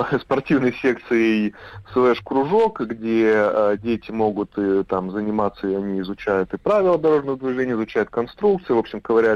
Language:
Russian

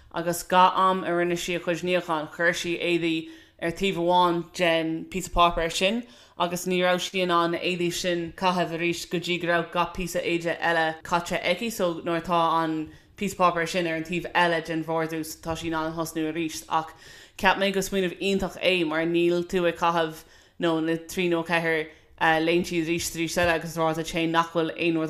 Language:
Irish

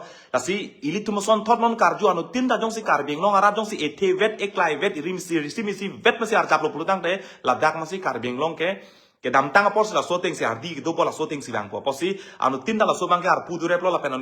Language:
Karbi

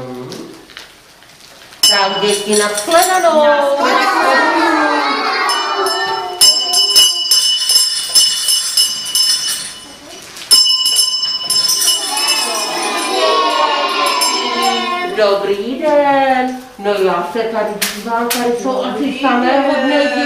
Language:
Czech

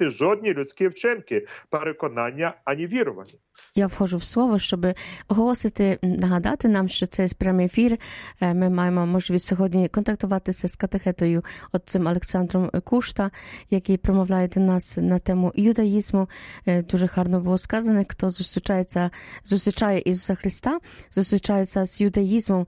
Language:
Ukrainian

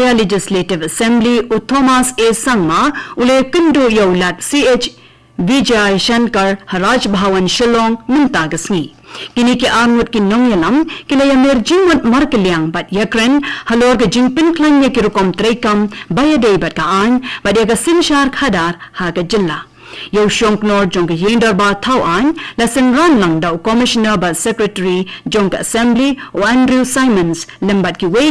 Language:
Khasi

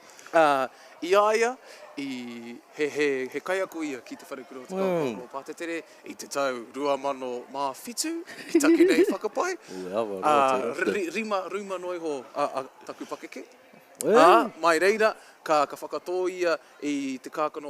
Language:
Māori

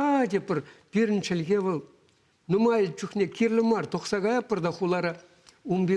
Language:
Chuvash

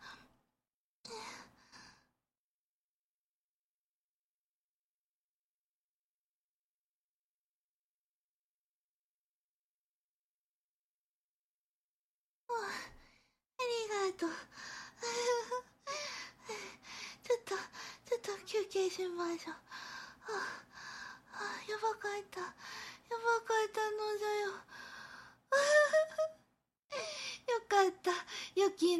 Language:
Japanese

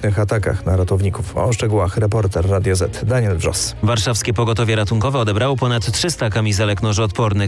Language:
Polish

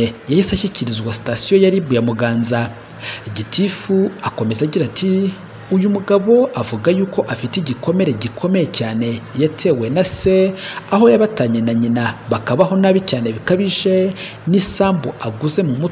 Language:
Kinyarwanda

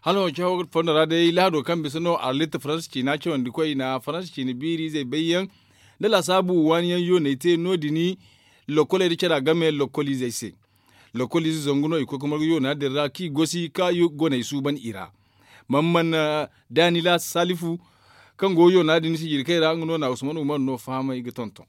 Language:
Zarma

